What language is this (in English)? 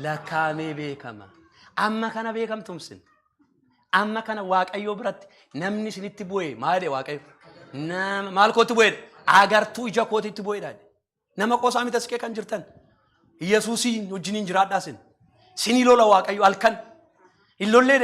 Oromo